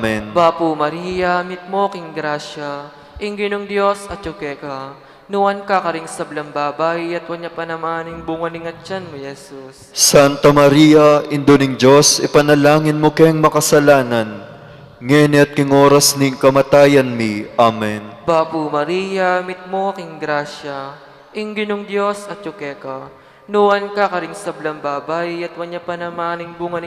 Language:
Pampanga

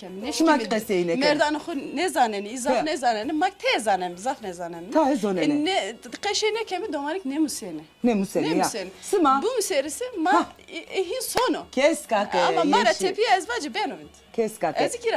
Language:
Zaza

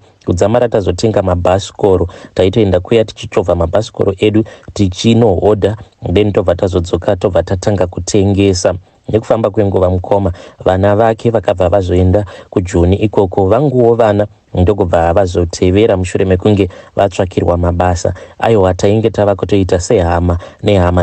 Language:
Shona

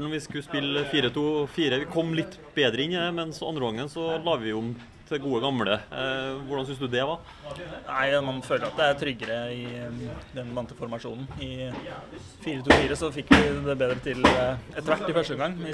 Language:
Norwegian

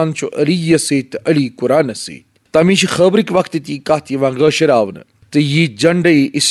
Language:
Kashmiri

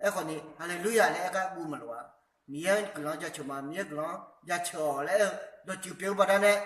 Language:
Akha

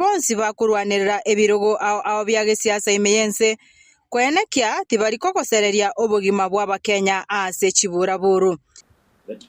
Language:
Gusii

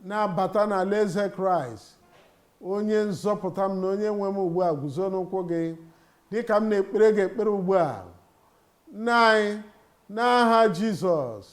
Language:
Igbo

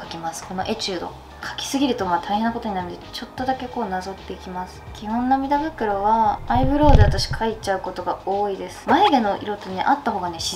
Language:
Japanese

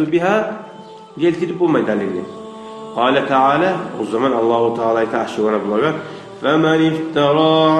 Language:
Kumyk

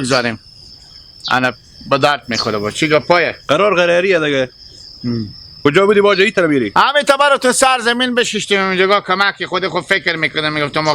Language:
Hazaragi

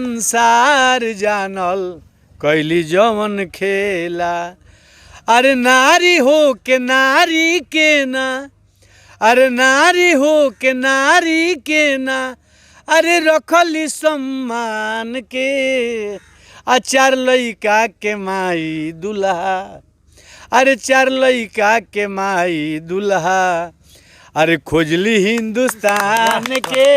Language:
Bhojpuri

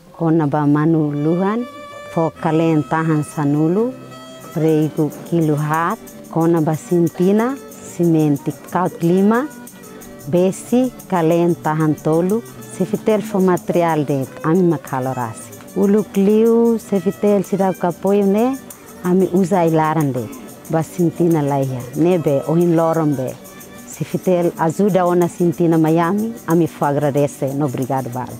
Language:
Tetum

